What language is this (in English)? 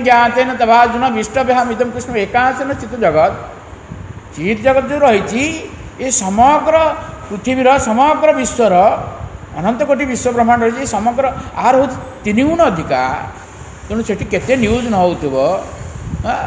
Odia